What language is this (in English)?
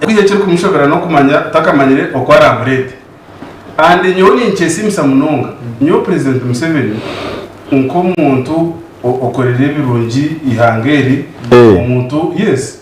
Nyankole